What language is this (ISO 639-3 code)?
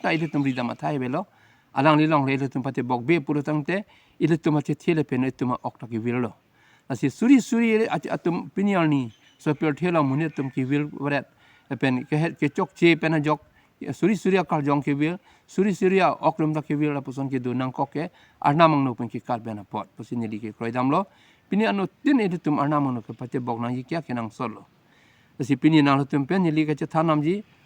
mjw